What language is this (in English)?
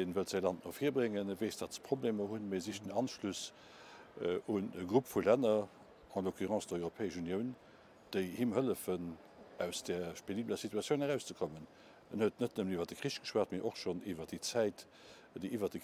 Luxembourgish